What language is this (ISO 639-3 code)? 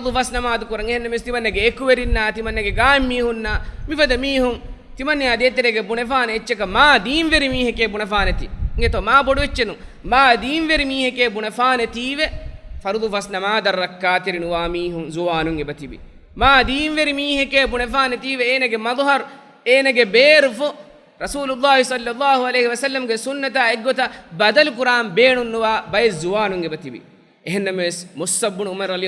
div